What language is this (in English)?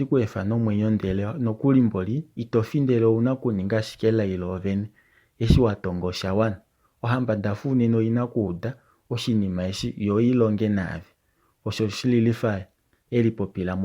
Kuanyama